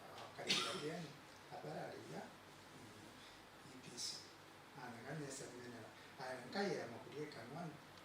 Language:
Gilbertese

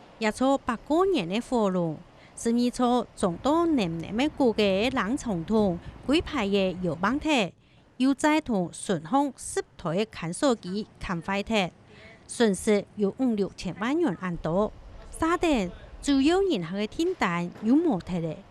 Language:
Hakka Chinese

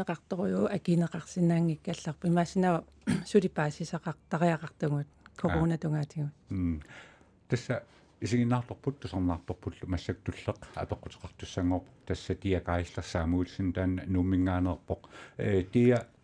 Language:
Kalaallisut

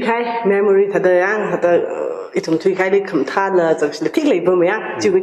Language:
Tangkhul Naga (India)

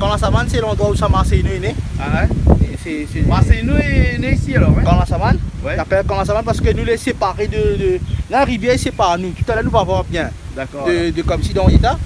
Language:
Réunion Creole French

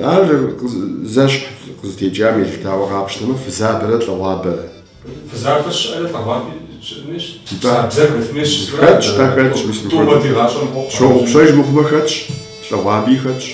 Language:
Kabardian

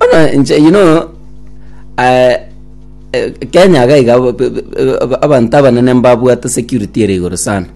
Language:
Gusii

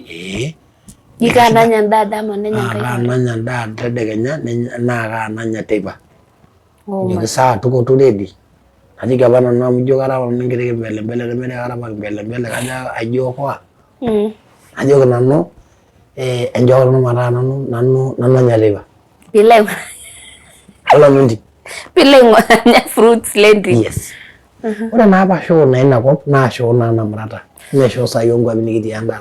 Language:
Masai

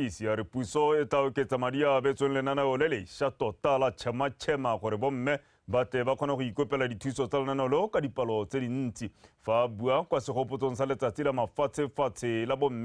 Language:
Tswana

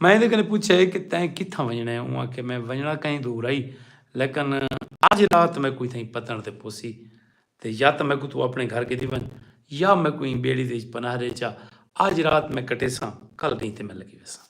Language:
Saraiki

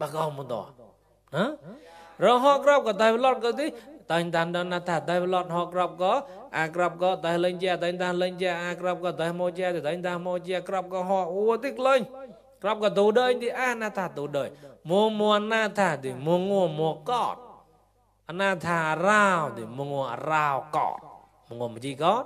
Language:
Mon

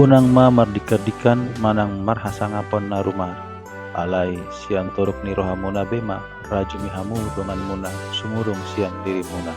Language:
Batak Toba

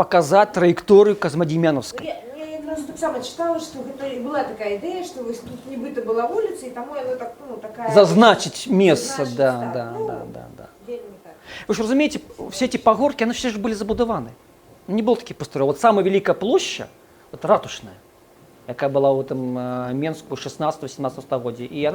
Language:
Belarusian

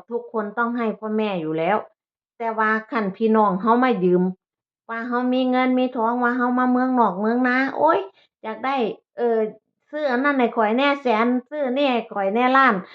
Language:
Northeastern Thai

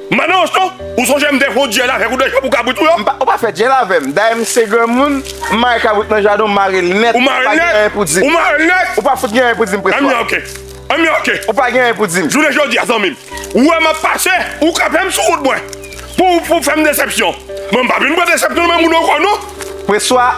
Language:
Haitian Creole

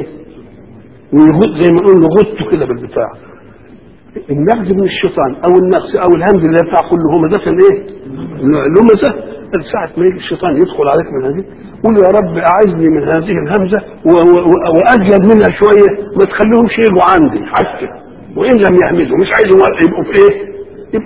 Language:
Egyptian Arabic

